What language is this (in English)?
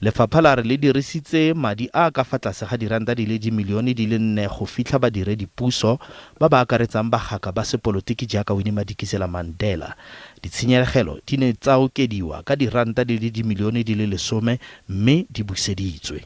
Tswana